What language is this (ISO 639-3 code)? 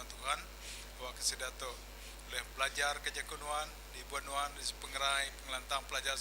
iba